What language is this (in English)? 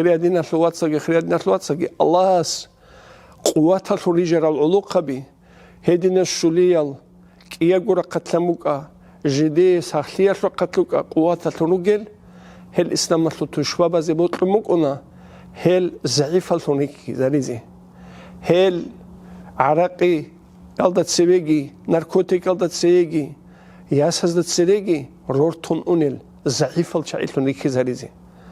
Avaric